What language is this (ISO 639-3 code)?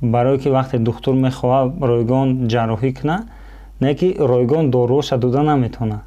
tgk